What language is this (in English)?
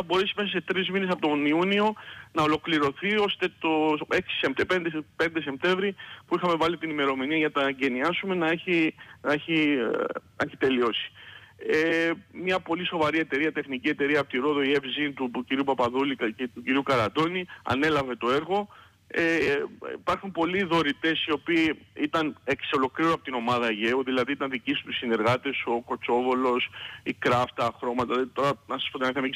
Greek